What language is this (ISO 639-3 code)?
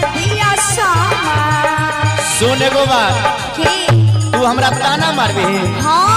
mai